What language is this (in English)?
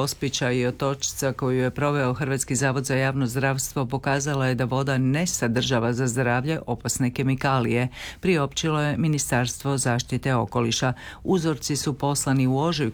Croatian